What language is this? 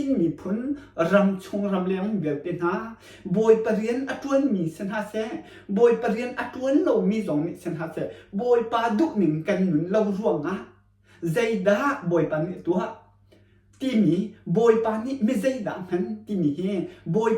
Hakha Chin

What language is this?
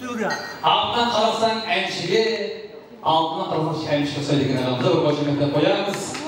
Kara-Kalpak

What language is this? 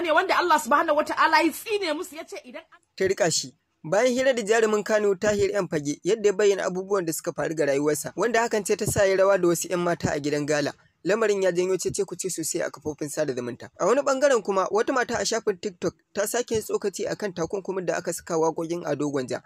Hausa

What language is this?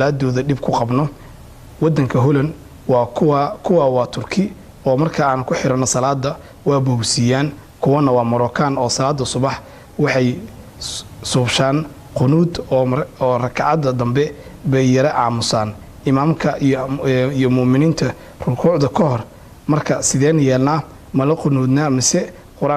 Somali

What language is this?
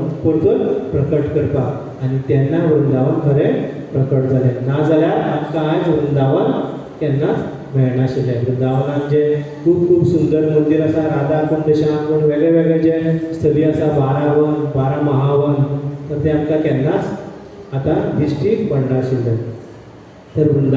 Konkani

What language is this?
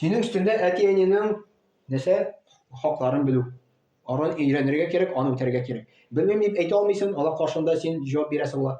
Tatar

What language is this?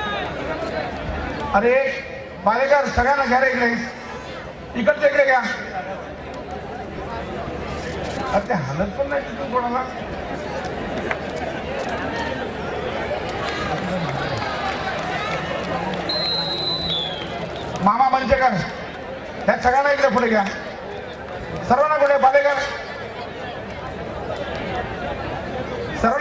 Marathi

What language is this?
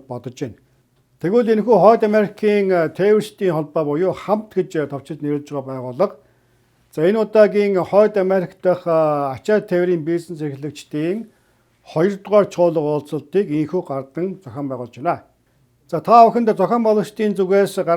Mongolian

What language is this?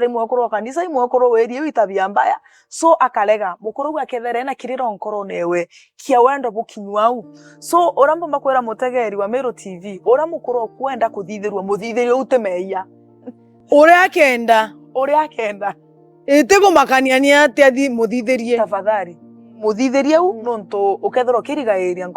Meru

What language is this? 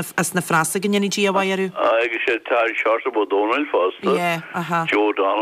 Irish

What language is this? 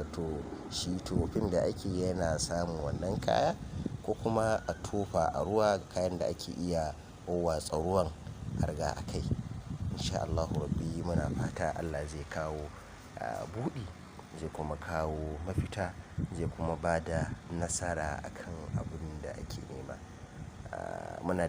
Hausa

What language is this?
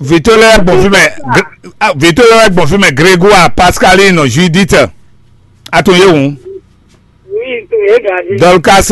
Fon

